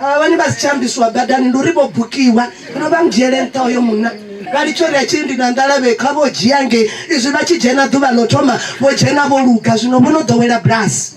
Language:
Venda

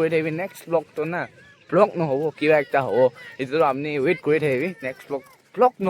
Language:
Naga Pidgin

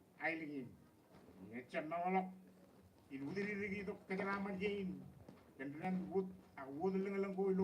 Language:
Marshallese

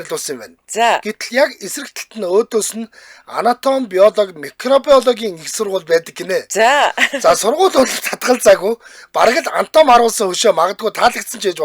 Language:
Mongolian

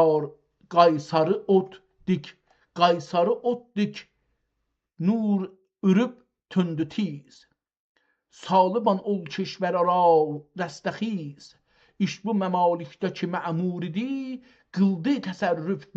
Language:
South Azerbaijani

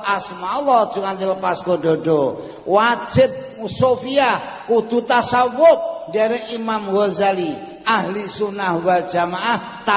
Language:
Javanese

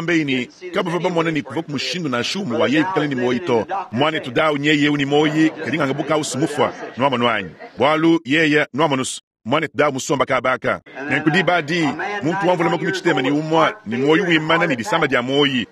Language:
Luba-Lulua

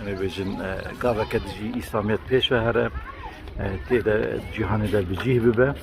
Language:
Kurdish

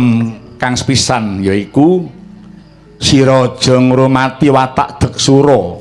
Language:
Javanese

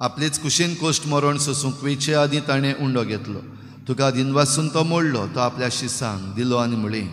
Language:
Konkani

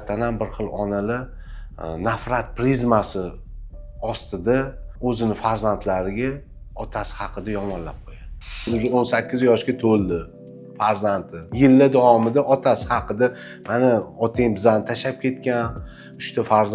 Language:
Uzbek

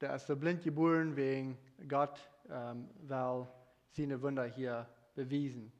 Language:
Plautdietsch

